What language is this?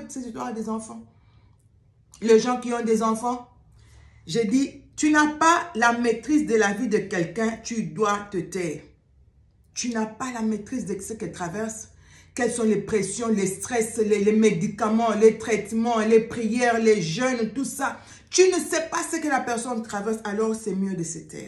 French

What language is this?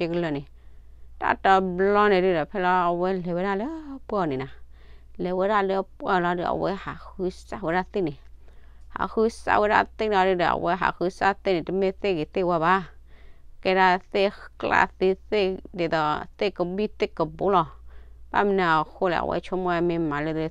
S'gaw Karen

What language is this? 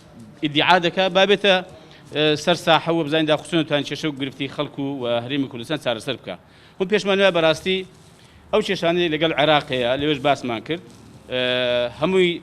Central Kurdish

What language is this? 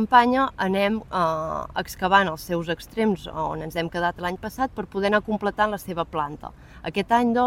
Catalan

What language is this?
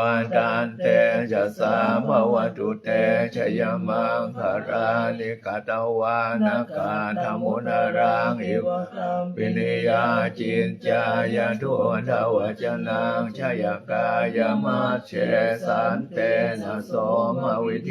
Pali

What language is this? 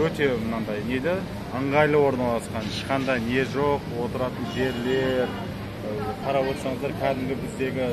Kazakh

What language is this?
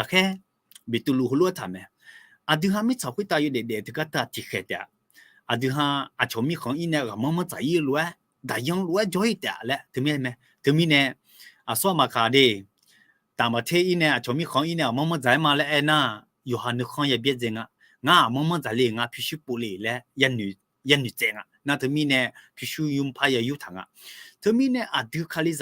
Akha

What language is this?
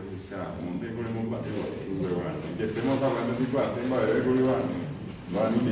Guarani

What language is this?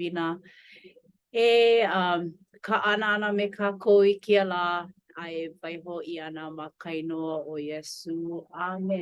Hawaiian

